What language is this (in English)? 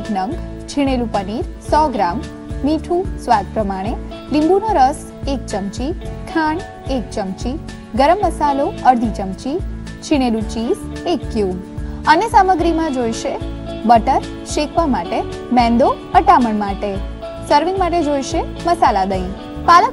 Gujarati